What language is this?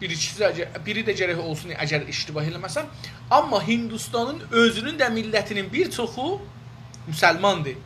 South Azerbaijani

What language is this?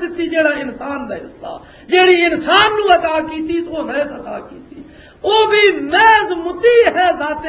Western Panjabi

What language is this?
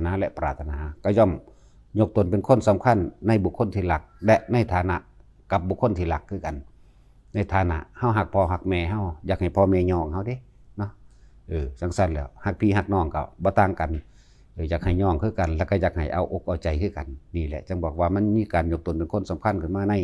Northeastern Thai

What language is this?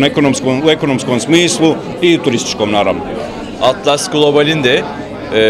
Bosnian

